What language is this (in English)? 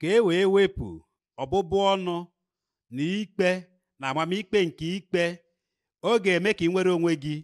Igbo